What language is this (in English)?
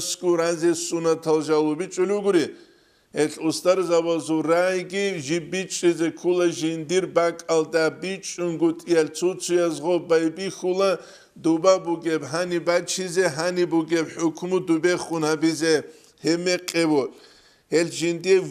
Avaric